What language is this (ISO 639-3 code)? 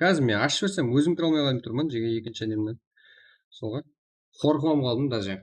kaa